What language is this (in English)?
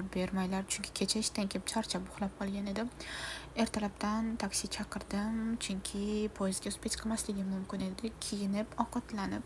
Uzbek